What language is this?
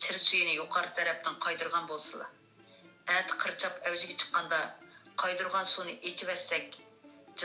Uyghur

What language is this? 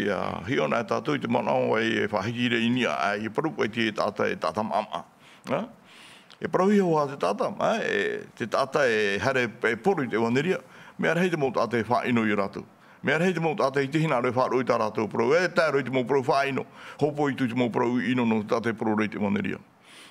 Tahitian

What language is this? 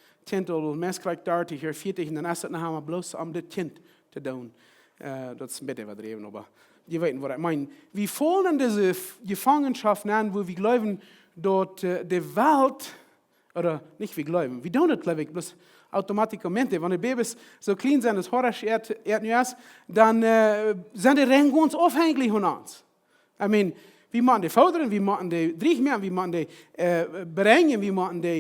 Plautdietsch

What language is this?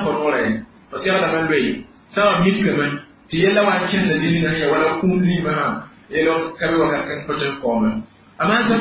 Mossi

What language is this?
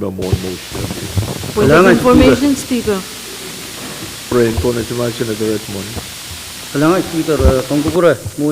Pohnpeian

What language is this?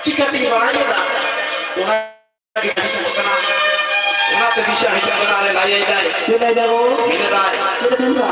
Santali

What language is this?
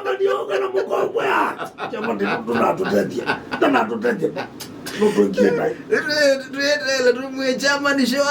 Kamba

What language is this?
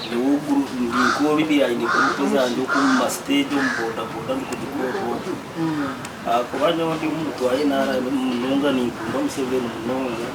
Nyankole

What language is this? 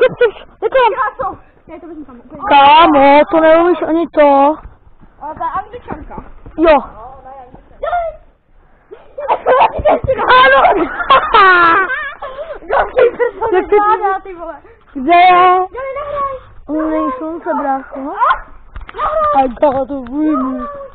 Czech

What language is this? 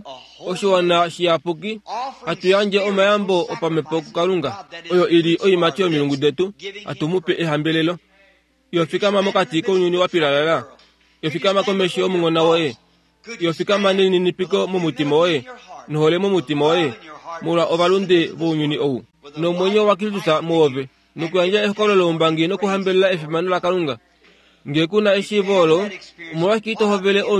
Kuanyama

